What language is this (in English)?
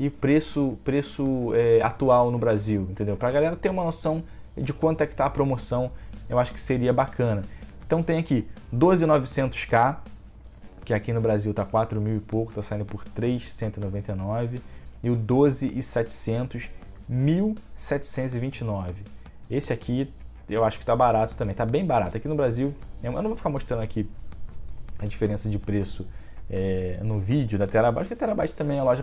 Portuguese